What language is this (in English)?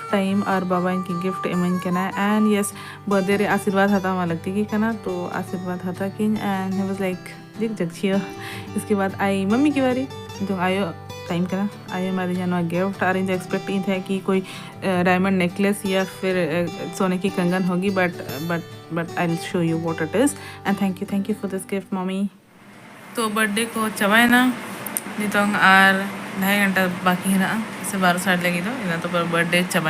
Santali